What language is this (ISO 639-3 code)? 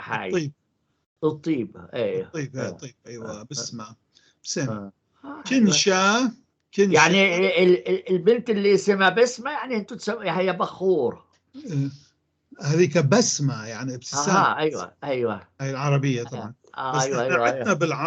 apc